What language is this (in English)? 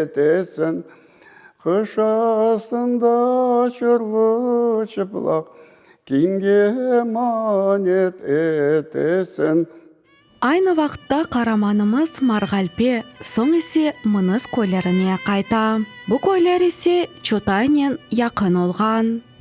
Crimean Tatar